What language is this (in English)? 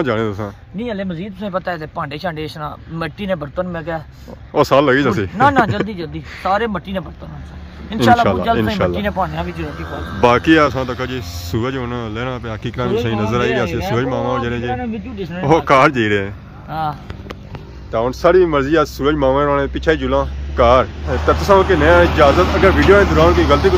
Pahari-Potwari